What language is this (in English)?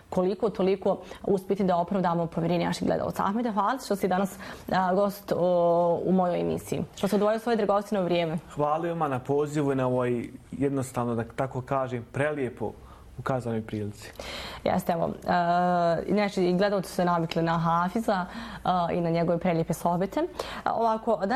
Bosnian